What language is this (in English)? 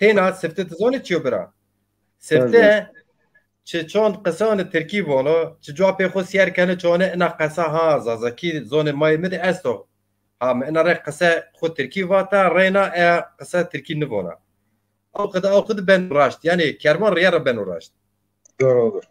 Zaza